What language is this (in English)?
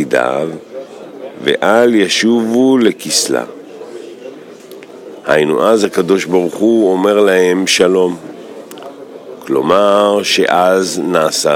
Hebrew